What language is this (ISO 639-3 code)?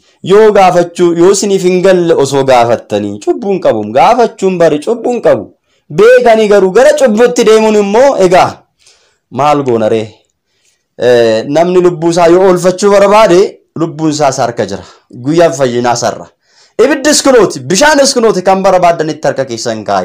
orm